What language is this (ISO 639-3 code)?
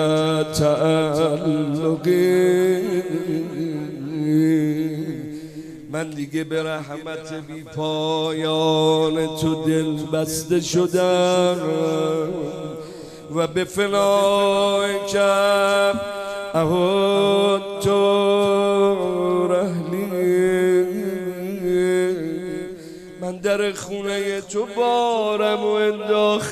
fas